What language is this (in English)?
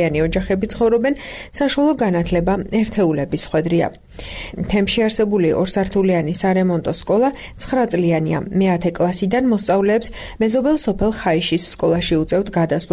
Georgian